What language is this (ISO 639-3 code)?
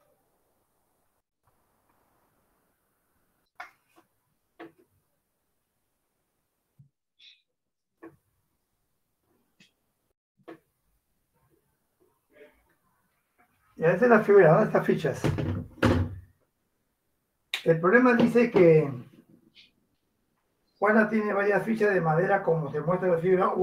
spa